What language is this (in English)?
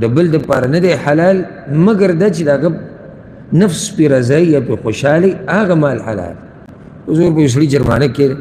Pashto